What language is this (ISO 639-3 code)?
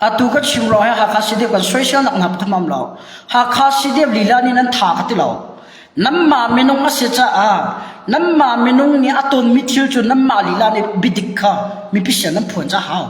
cnh